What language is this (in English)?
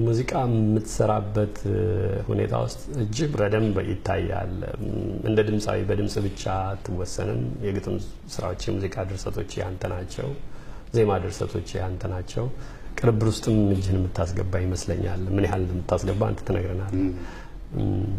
Amharic